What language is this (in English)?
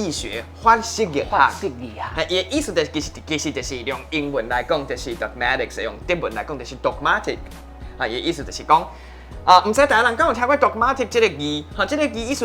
Min Nan Chinese